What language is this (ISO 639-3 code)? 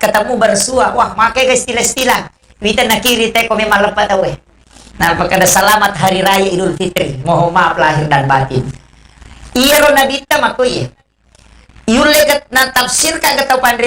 bug